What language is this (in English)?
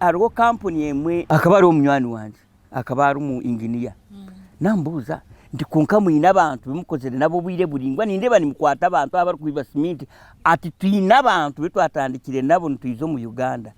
Nyankole